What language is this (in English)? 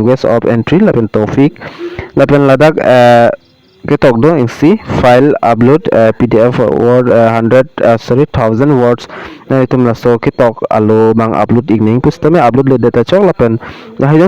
Karbi